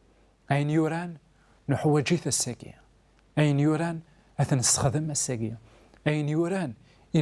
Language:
Kabyle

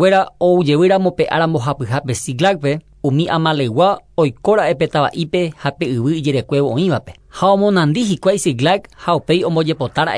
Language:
Guarani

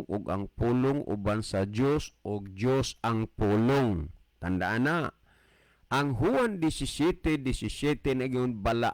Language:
Cebuano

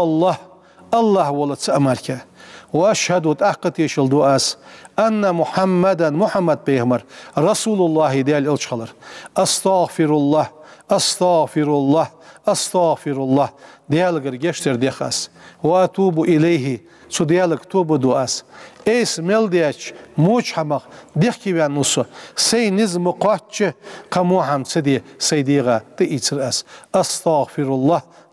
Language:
Ingush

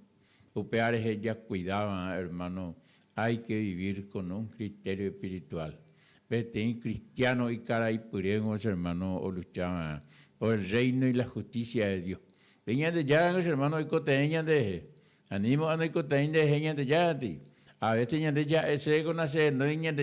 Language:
Guarani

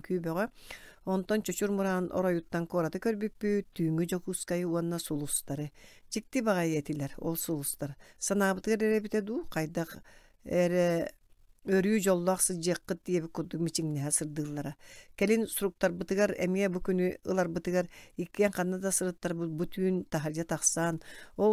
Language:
Yakut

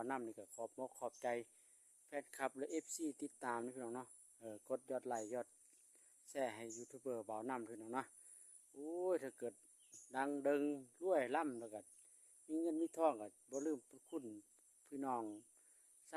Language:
Lao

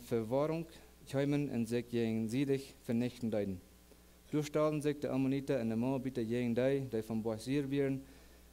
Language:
Plautdietsch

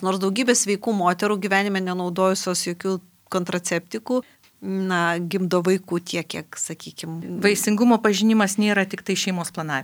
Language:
Lithuanian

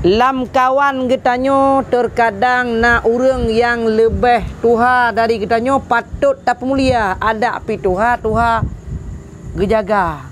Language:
Achinese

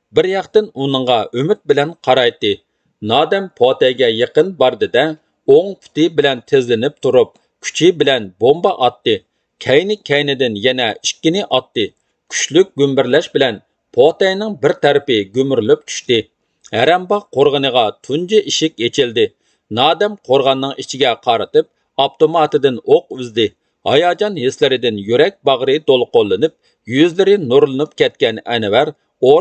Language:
Uyghur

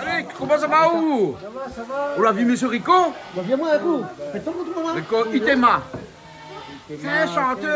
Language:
Réunion Creole French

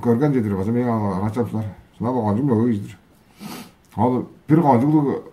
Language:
Tuvinian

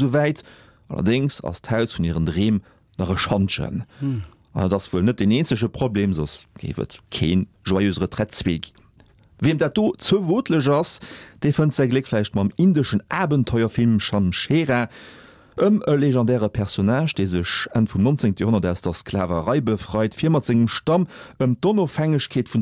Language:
Luxembourgish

